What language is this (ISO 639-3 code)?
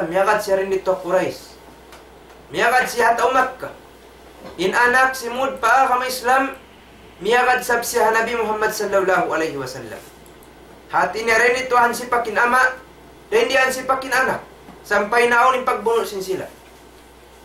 tsg